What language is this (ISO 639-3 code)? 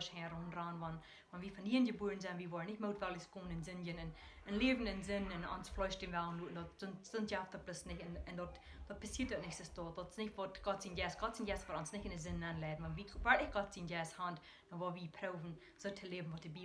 pdt